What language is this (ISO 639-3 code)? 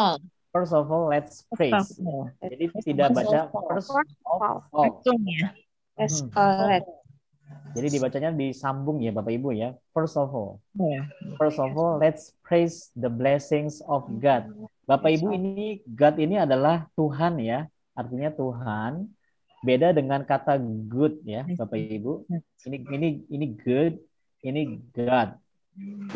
ind